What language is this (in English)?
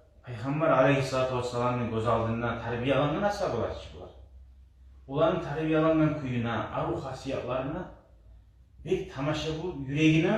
Kumyk